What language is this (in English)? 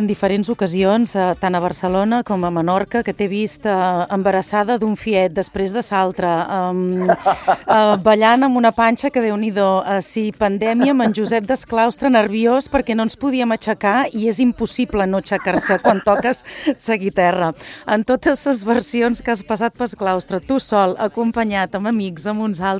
Catalan